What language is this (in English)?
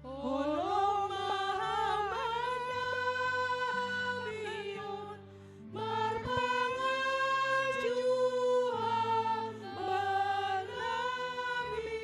Batak Simalungun